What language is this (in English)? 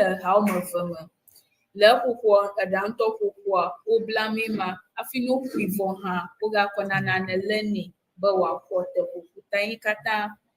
Ewe